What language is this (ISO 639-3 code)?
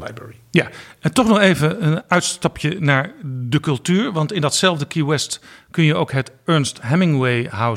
nld